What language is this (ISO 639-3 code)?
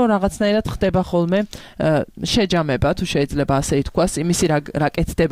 kat